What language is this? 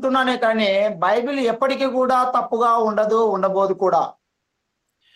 Telugu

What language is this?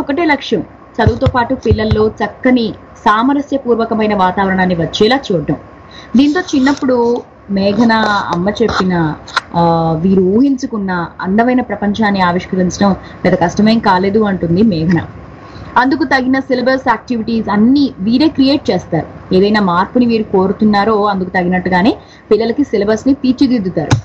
Telugu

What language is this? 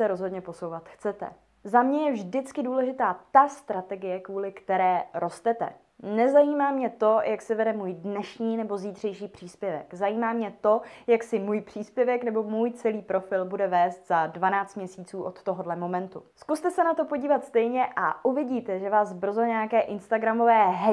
Czech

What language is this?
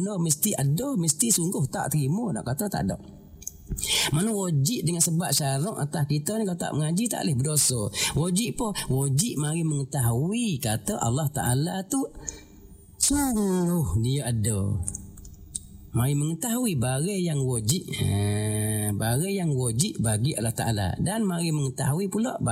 Malay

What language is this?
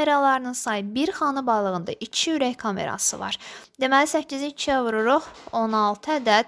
Azerbaijani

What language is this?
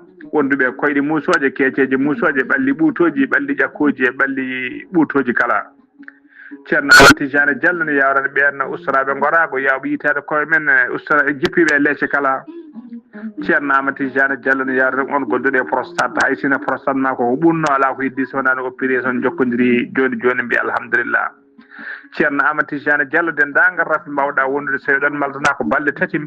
Fula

